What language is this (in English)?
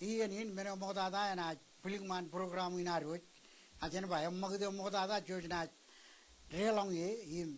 Marshallese